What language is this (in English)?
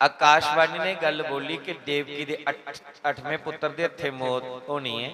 Dogri